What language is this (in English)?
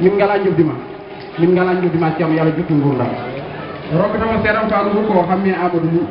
Fula